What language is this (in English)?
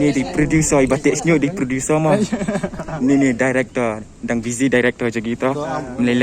Khasi